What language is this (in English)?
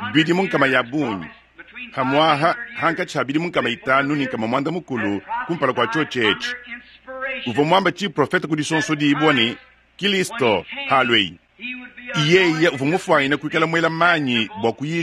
Luba-Lulua